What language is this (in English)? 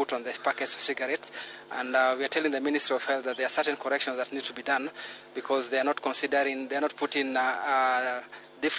Luo (Kenya and Tanzania)